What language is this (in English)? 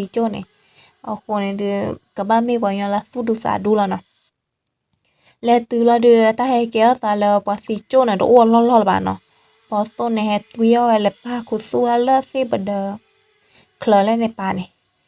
S'gaw Karen